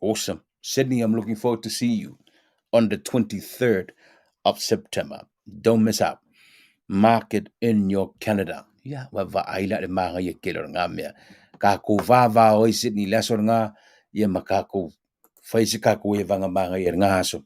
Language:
Samoan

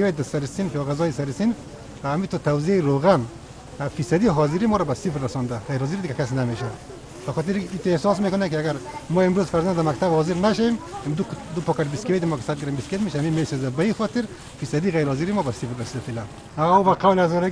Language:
Persian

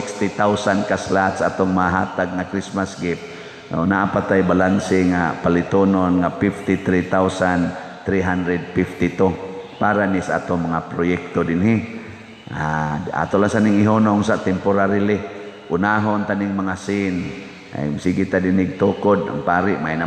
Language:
Cebuano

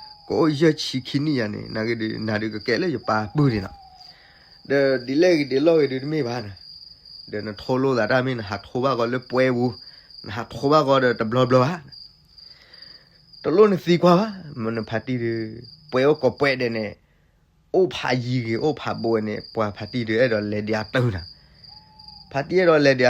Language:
S'gaw Karen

